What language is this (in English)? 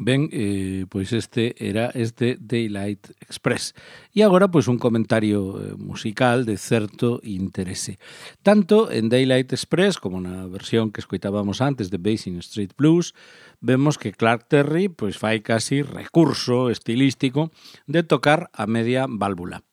Galician